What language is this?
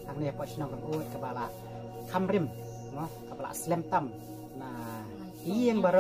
Khasi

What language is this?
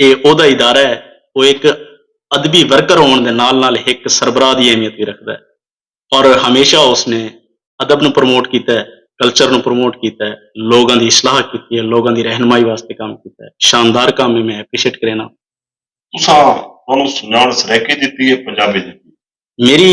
Saraiki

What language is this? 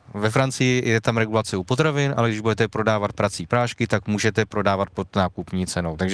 Czech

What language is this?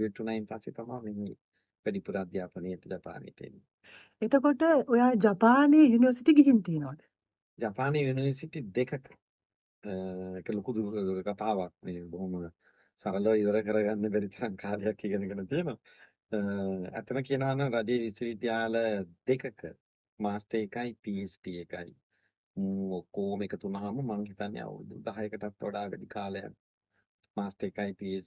Sinhala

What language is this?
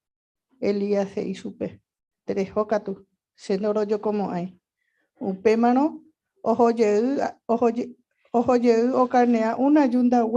Guarani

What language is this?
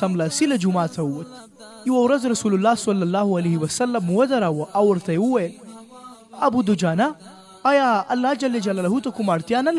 Pashto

